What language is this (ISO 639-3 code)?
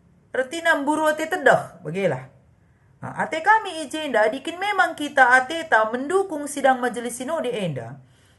btx